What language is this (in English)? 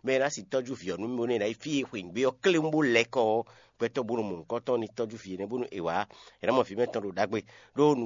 Fon